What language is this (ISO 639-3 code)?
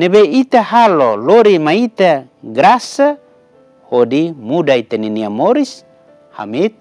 tet